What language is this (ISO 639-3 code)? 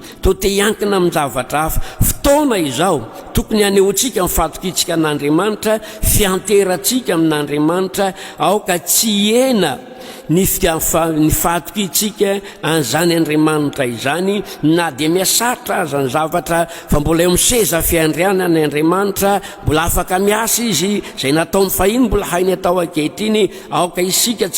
mlg